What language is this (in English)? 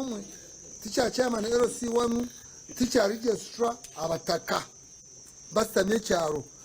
Nyankole